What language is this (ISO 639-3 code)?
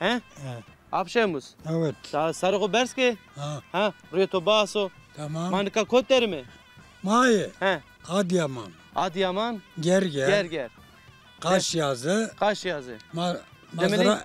zza